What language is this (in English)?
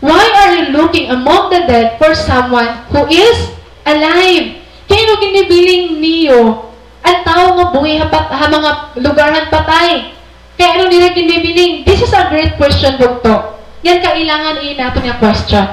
Waray